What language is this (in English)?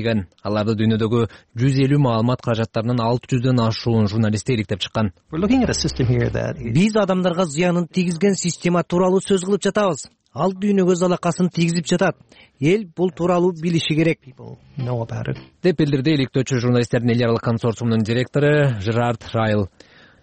Kyrgyz